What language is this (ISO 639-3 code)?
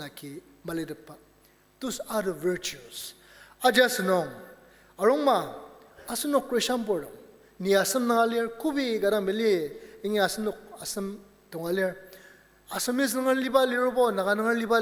njo